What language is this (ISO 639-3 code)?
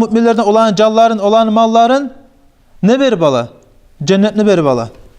kum